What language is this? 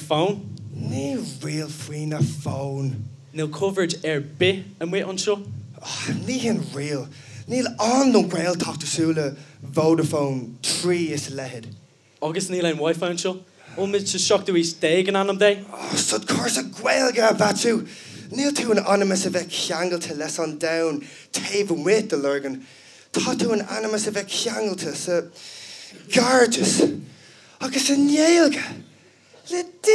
Irish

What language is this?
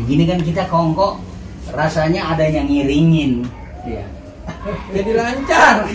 Betawi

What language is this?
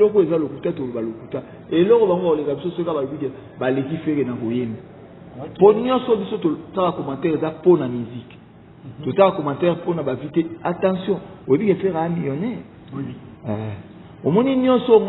Lingala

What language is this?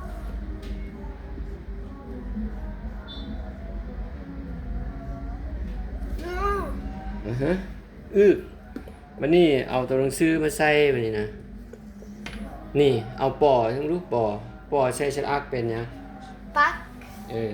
Lao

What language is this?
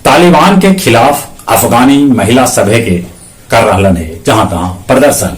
Magahi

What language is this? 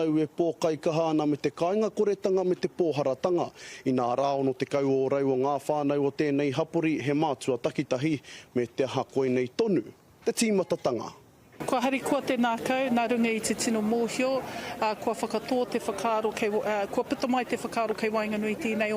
Māori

